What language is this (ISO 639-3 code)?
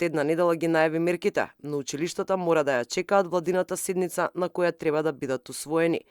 mkd